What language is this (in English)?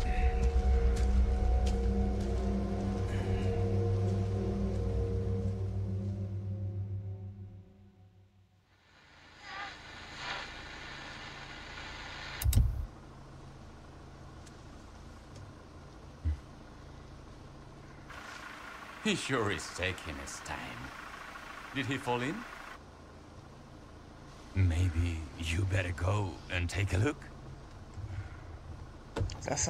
Slovak